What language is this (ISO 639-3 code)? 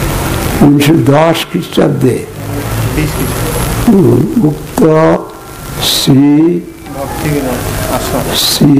ben